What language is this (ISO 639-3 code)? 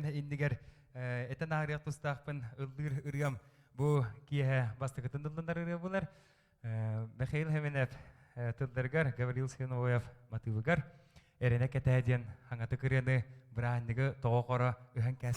sah